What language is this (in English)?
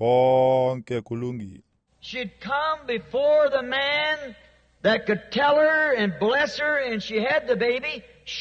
Xhosa